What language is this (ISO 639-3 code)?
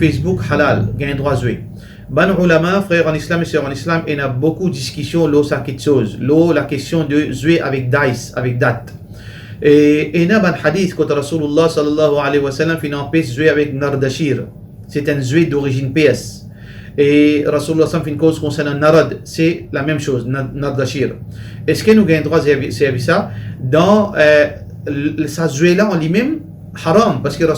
mfe